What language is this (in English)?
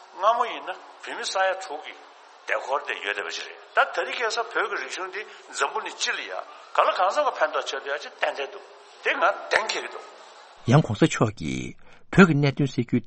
Tibetan